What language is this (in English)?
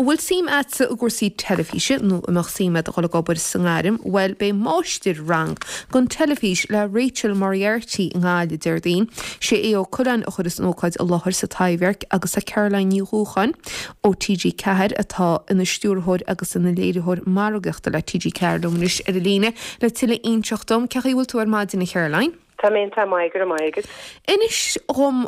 Irish